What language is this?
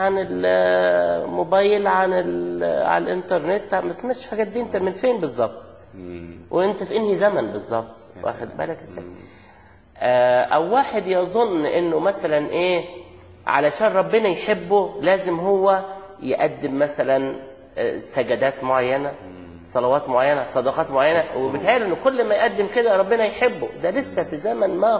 Egyptian Arabic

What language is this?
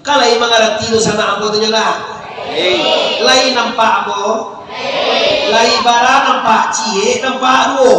Minangkabau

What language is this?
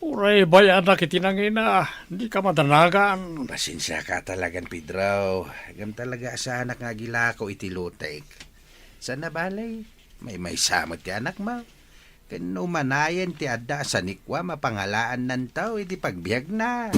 Iloko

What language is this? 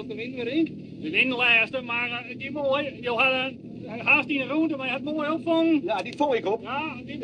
Western Frisian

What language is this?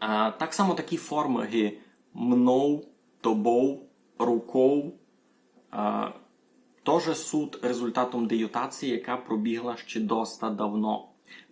Rusyn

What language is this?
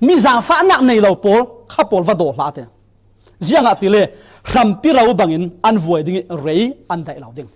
Falam Chin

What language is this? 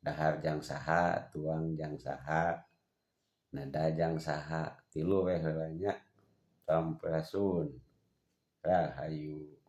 Sundanese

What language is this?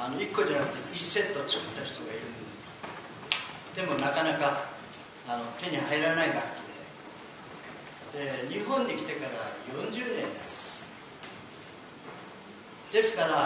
Japanese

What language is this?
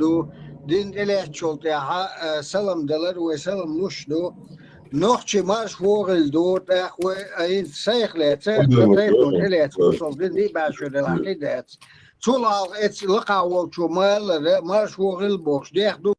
Chechen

